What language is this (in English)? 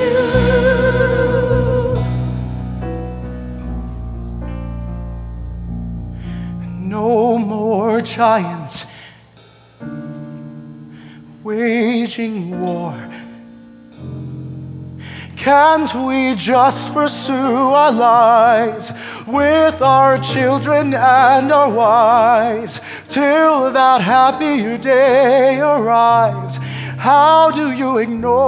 English